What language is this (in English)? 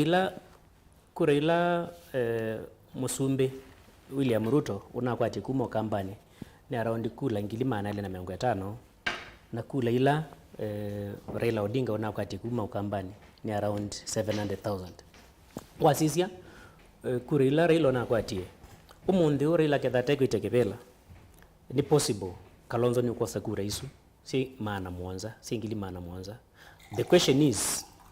Kamba